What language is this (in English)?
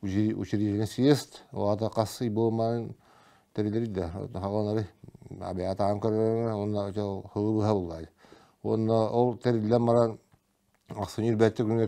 Yakut